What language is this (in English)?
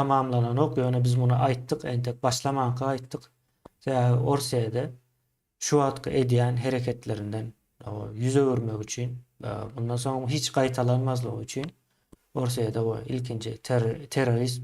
Turkmen